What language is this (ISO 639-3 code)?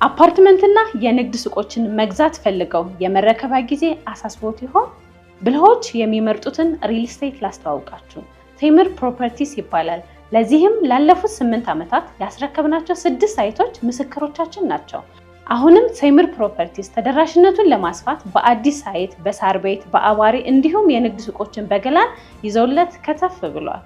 amh